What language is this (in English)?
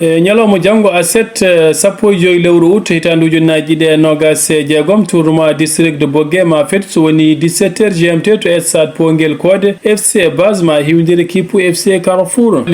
Fula